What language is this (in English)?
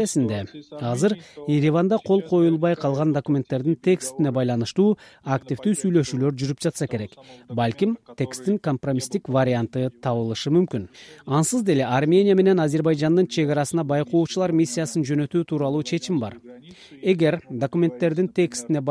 Kyrgyz